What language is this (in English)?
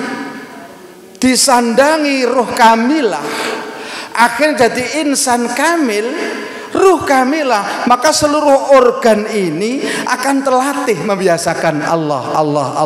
Indonesian